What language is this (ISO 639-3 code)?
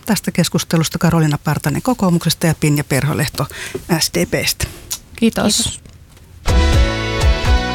fin